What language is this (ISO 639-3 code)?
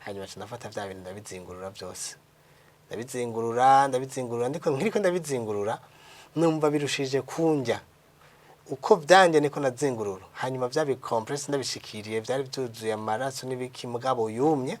run